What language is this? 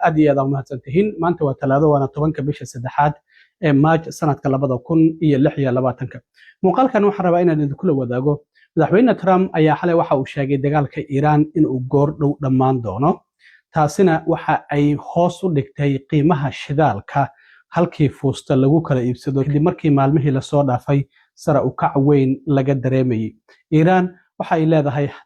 Somali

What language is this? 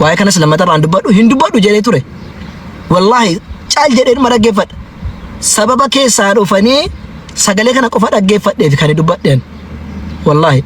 Oromo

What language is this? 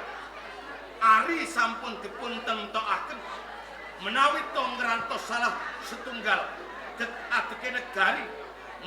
Javanese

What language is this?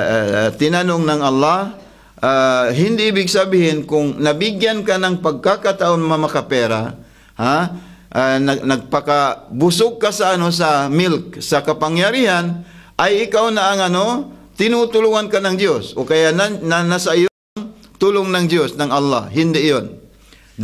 Filipino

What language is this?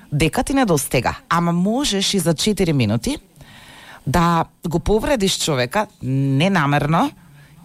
Macedonian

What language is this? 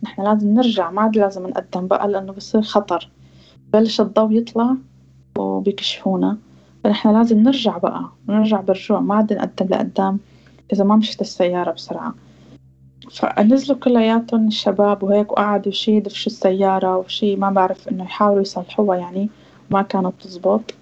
North Levantine Arabic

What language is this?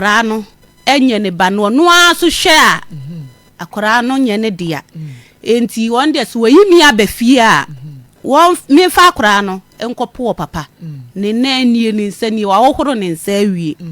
Akan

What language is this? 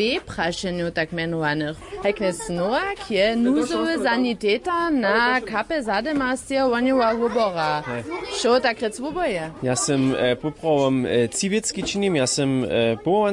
Upper Sorbian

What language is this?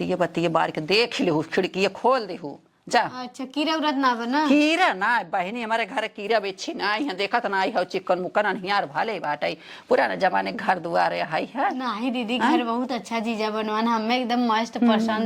Awadhi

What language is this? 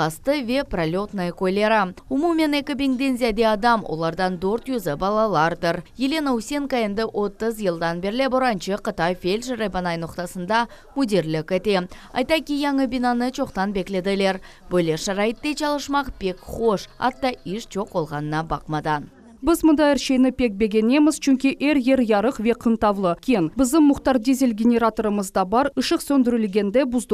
Crimean Tatar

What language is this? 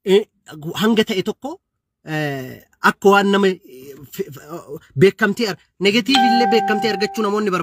Oromo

